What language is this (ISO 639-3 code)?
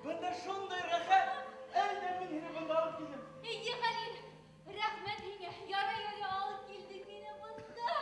bak